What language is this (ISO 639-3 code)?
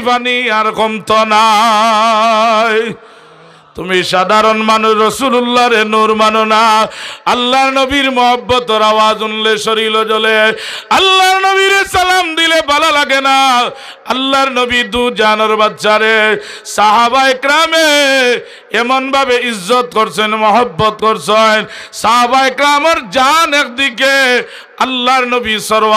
syl